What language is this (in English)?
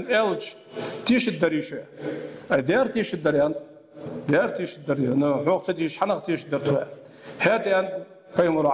Ingush